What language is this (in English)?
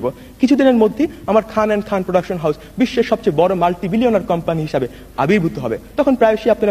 Bangla